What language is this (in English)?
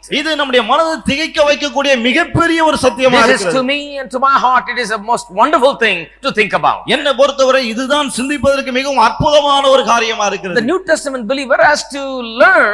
Tamil